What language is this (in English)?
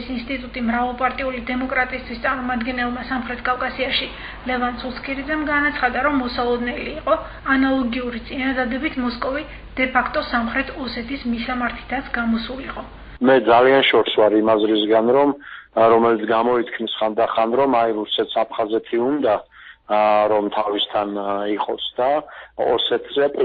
Georgian